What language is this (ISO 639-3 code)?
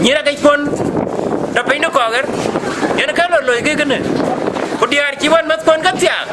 din